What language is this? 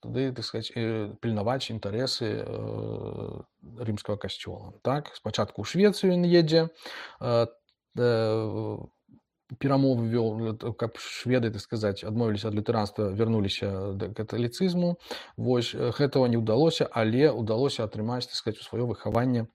Belarusian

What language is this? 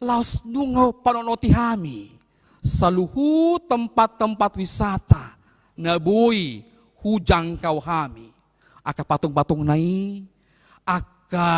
Batak Toba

